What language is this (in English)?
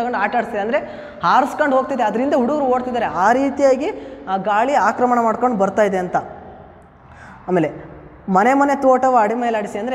Kannada